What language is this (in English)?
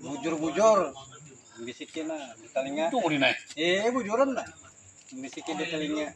Banjar